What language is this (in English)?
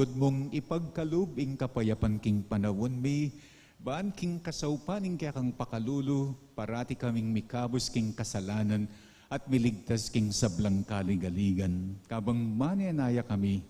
Pampanga